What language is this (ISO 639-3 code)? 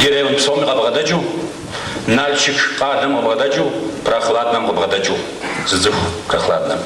kbd